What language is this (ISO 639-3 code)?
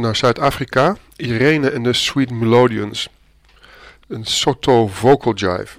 nld